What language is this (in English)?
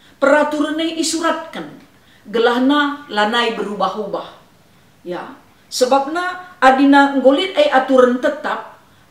Batak Karo